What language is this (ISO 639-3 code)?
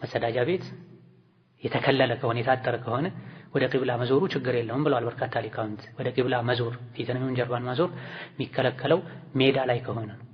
amh